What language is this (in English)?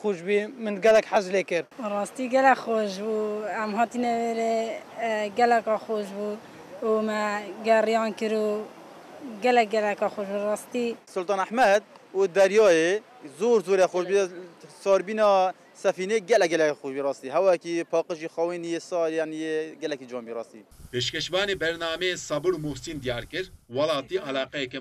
Kurdish